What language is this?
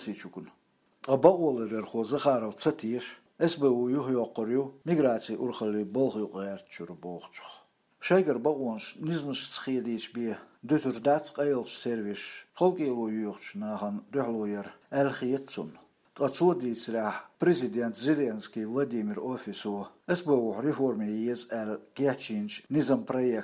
Chechen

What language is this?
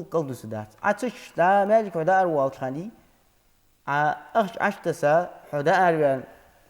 Ingush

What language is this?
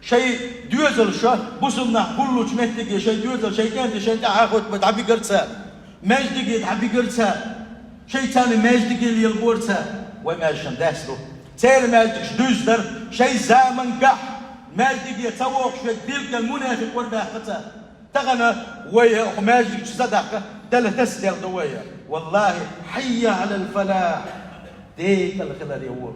Chechen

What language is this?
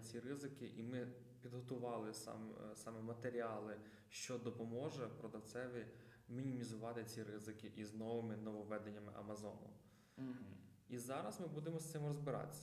Ukrainian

